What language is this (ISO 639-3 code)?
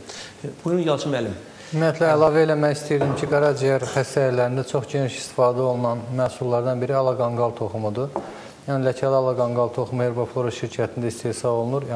aze